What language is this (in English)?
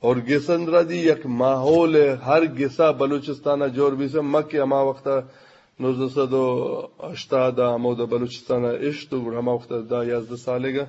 Eastern Balochi